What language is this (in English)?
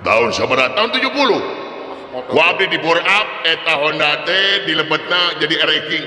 Sundanese